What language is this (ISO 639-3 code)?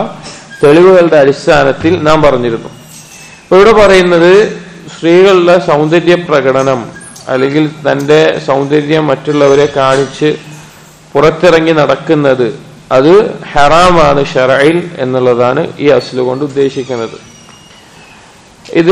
mal